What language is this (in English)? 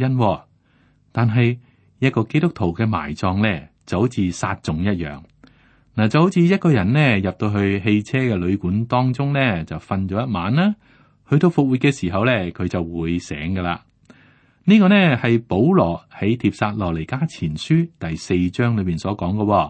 Cantonese